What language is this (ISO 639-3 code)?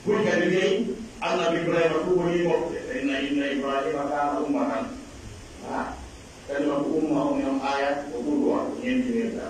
fuf